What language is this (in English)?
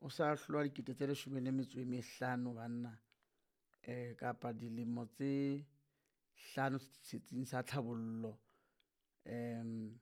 Southern Sotho